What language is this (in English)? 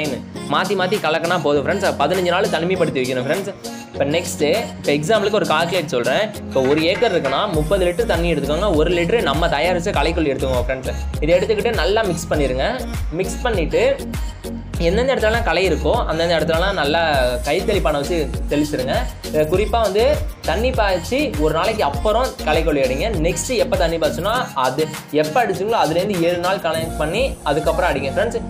Tamil